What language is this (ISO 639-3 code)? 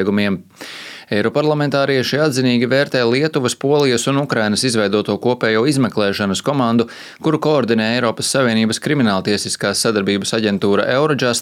lav